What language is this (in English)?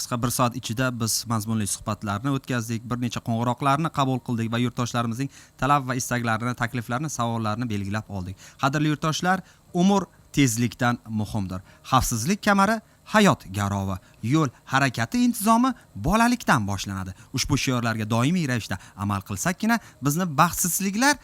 Uzbek